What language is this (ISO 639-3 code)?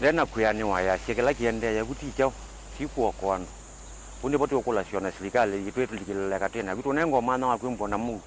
kam